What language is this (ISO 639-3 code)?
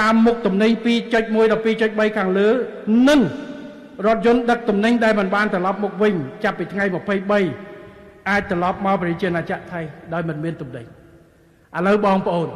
khm